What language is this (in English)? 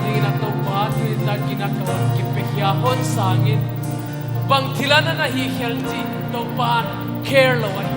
Paite Chin